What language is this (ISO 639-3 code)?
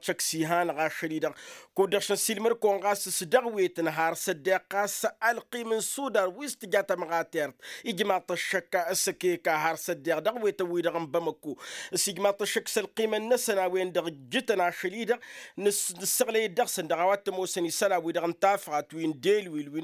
taq